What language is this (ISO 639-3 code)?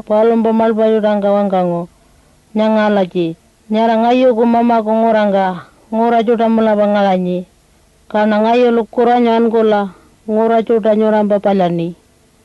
pjt